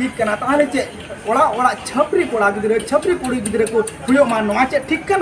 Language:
Santali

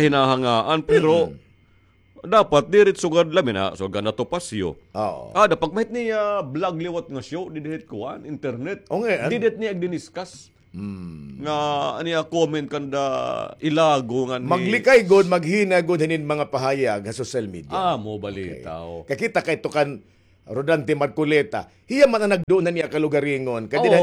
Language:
Waray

